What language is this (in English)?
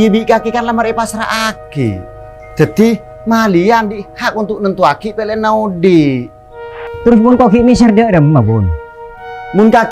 Madurese